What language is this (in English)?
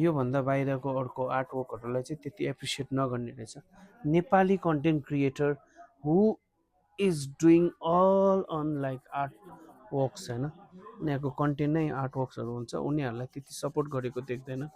Nepali